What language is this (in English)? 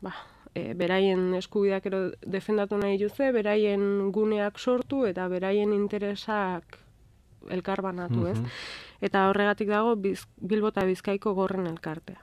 Basque